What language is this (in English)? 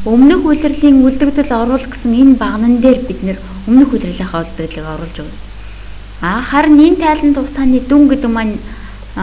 Mongolian